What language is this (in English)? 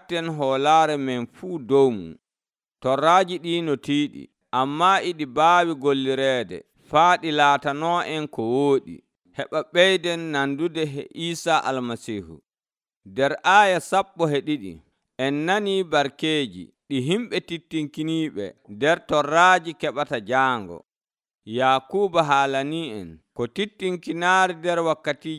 Nigerian Fulfulde